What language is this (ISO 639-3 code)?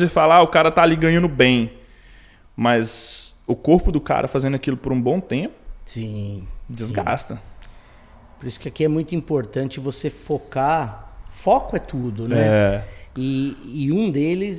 por